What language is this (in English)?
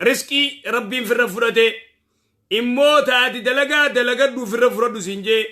Oromo